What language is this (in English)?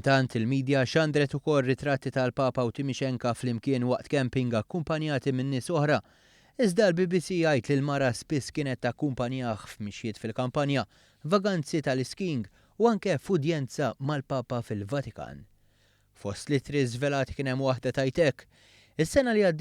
Maltese